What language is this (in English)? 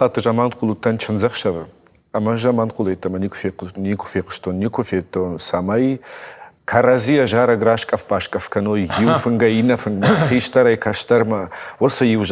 Ossetic